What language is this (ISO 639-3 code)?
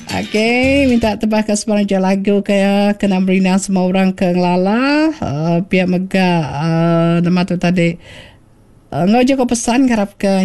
iba